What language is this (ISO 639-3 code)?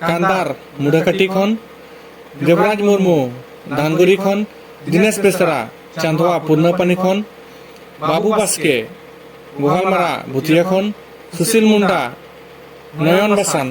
sat